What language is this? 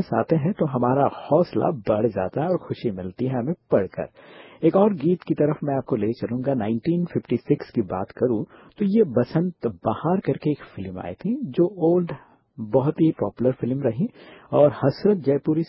Hindi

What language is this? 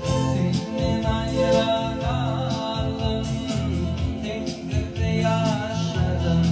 Turkmen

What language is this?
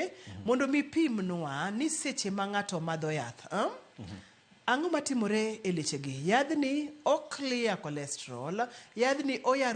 Luo (Kenya and Tanzania)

